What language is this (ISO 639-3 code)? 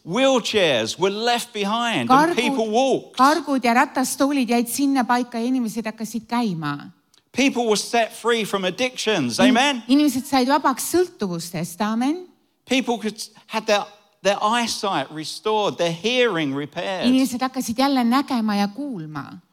est